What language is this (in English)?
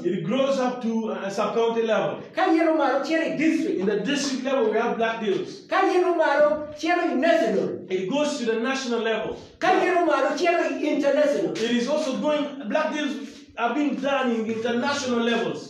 Acoli